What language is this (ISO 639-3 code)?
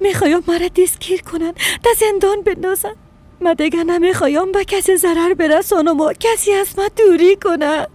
fas